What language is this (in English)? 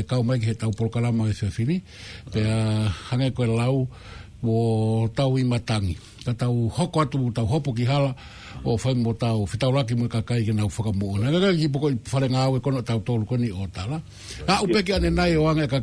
Tongan